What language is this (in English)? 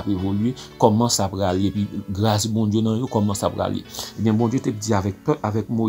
Haitian Creole